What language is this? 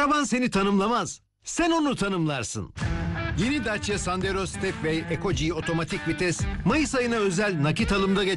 Turkish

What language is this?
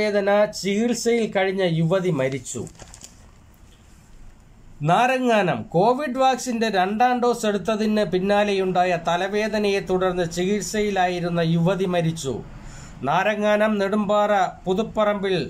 Malayalam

